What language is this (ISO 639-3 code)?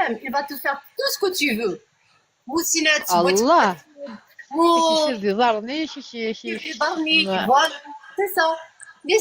kab